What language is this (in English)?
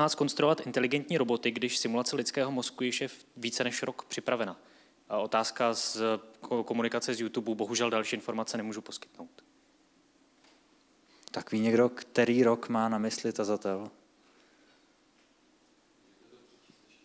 Czech